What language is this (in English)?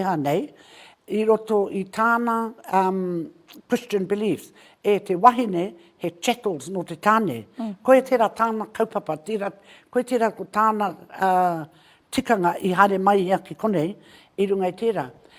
Māori